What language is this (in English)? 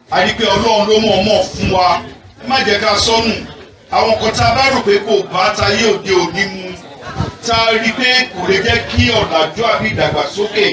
Yoruba